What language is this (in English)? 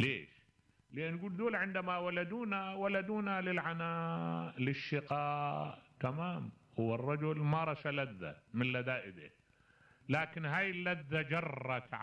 Mesopotamian Arabic